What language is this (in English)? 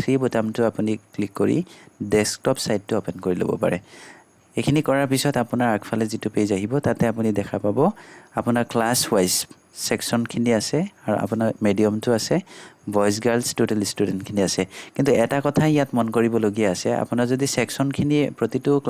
Assamese